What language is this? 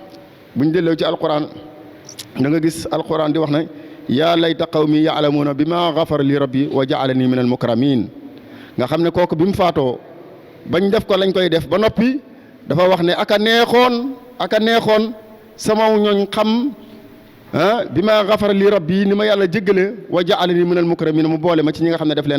Wolof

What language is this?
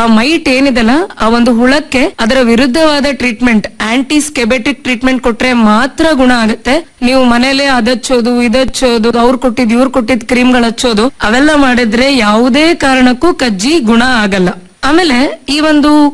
Kannada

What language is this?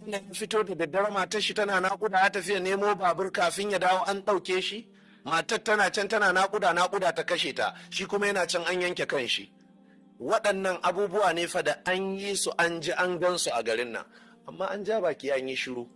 Hausa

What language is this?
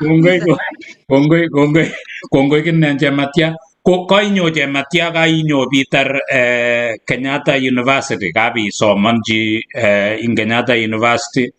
Kalenjin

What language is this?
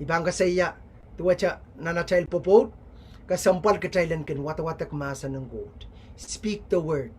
Pohnpeian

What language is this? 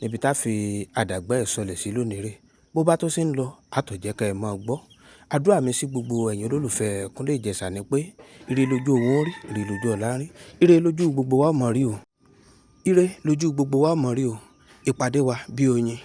Yoruba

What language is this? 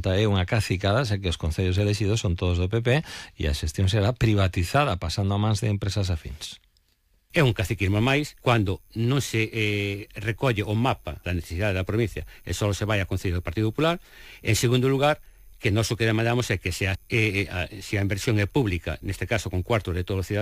Galician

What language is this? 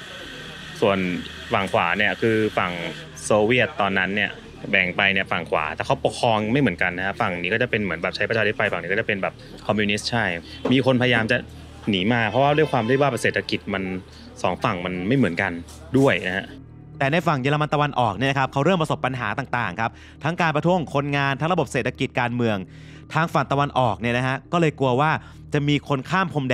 Thai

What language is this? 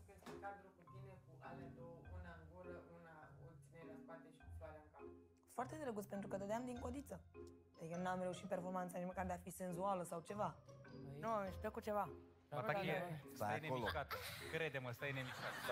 Romanian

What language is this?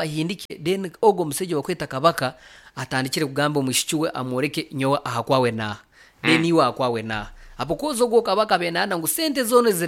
Nyoro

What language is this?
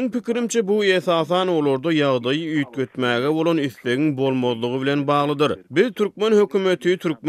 Turkmen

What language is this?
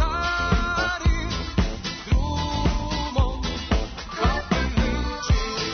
Serbian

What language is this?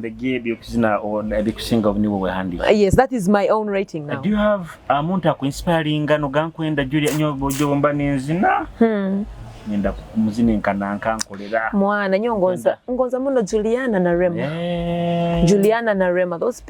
Nyoro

